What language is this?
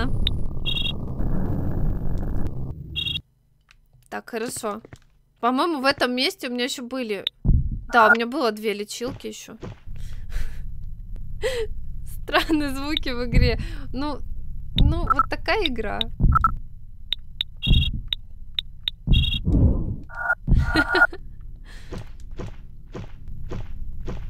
Russian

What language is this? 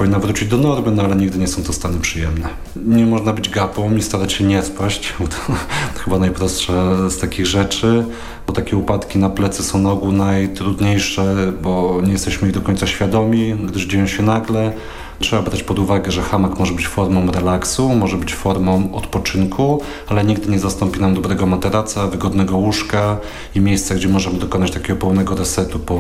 Polish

